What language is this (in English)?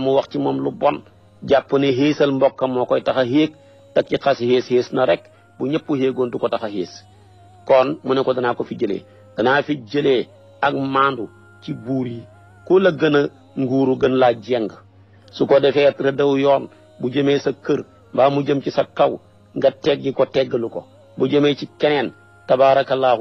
Wolof